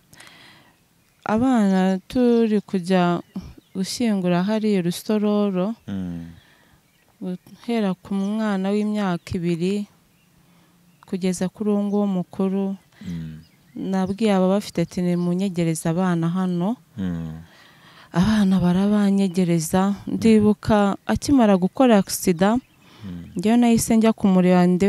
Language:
Kinyarwanda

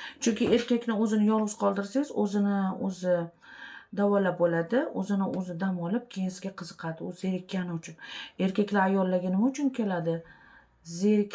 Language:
Uzbek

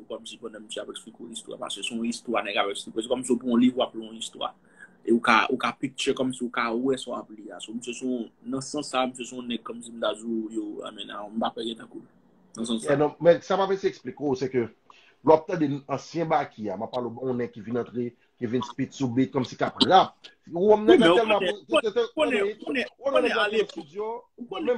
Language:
Haitian Creole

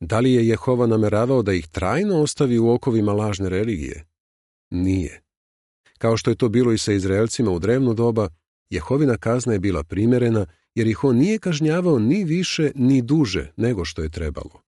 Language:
Serbian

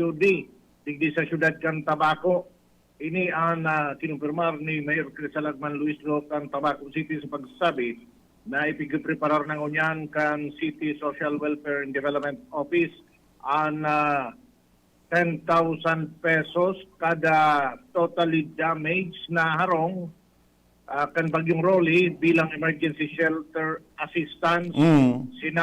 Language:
Bikol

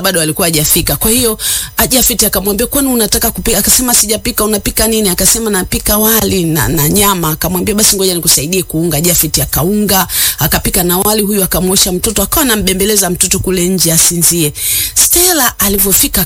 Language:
Swahili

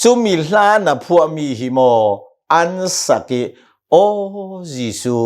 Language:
Hakha Chin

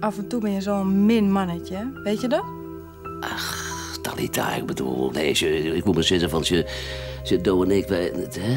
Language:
Western Frisian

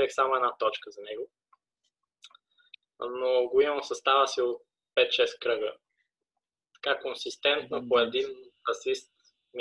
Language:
Bulgarian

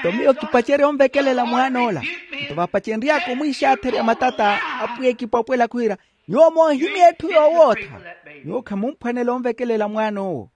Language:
Makhuwa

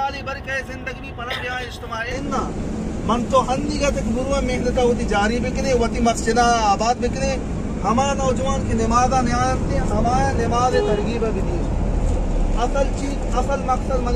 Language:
Baluchi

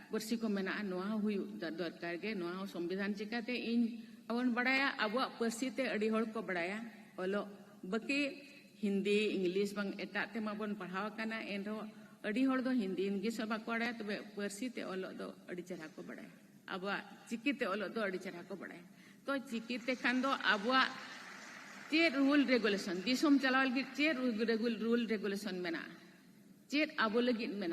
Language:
Santali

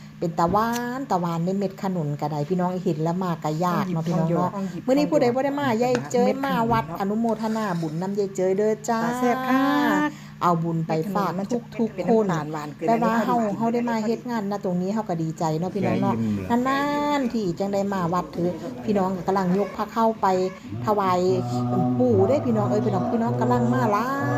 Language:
Northeastern Thai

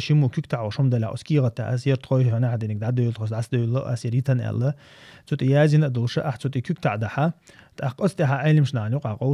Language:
Chechen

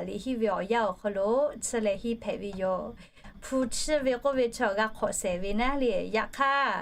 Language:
Lahu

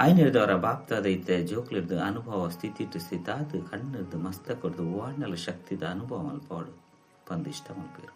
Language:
Tulu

